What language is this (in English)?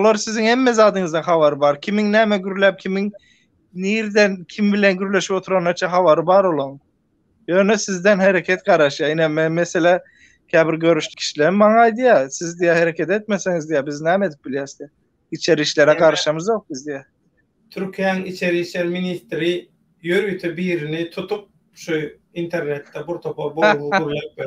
Turkmen